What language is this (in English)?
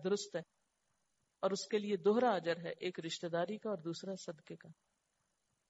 Urdu